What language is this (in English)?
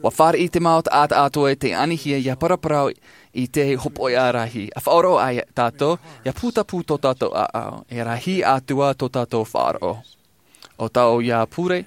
Tahitian